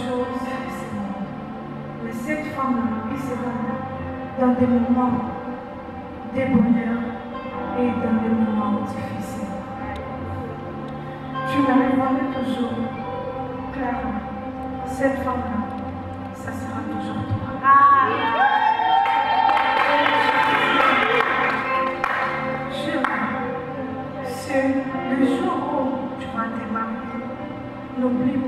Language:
French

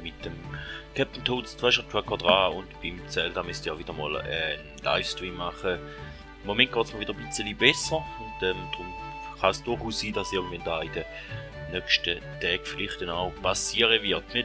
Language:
Swiss German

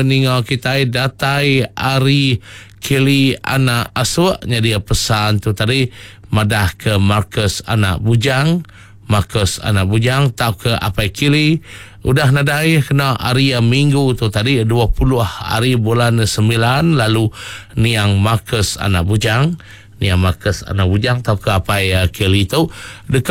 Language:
Iban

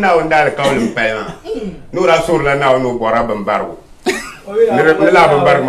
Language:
Dagbani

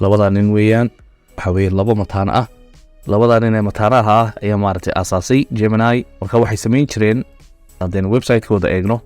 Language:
Somali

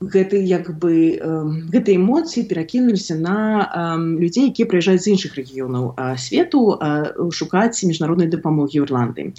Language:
Belarusian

